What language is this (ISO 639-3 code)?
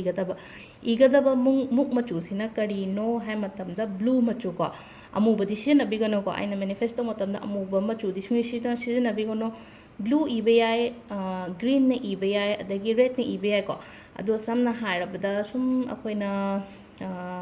mni